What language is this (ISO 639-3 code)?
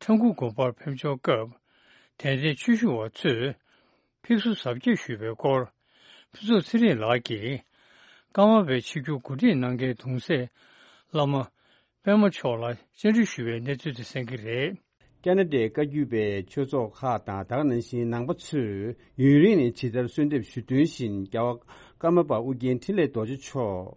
bod